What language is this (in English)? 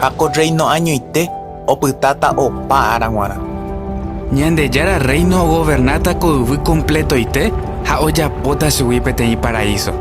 Guarani